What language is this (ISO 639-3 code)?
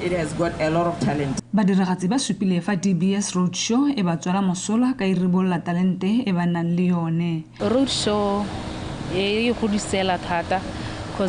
tsn